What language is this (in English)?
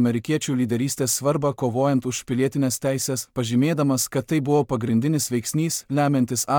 Lithuanian